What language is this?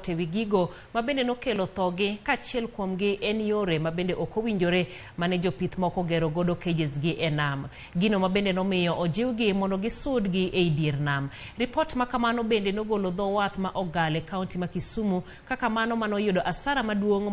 Luo (Kenya and Tanzania)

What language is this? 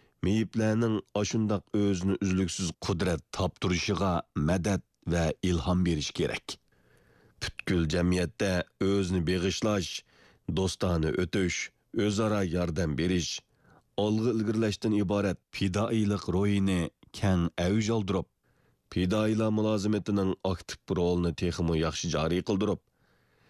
Uyghur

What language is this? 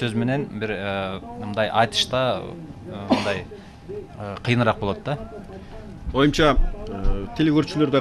Kyrgyz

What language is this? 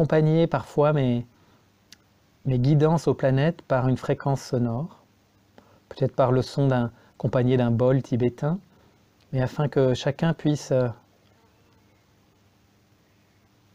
French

